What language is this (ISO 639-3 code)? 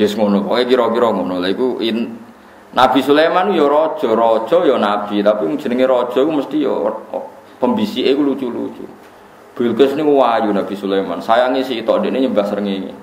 jav